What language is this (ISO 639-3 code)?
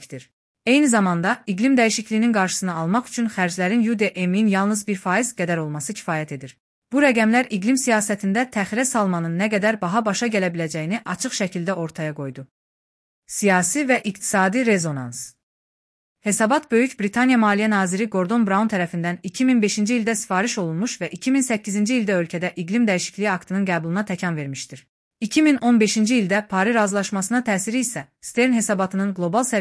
aze